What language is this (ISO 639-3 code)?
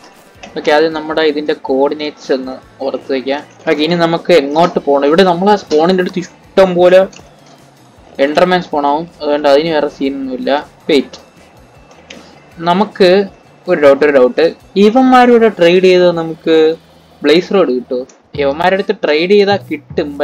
mal